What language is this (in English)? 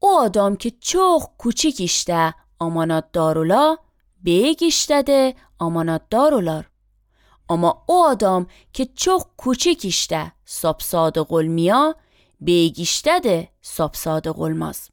Azerbaijani